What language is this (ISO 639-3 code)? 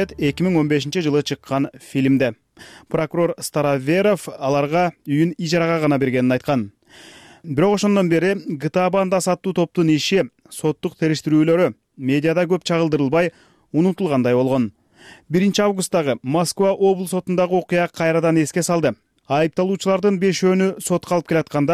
kir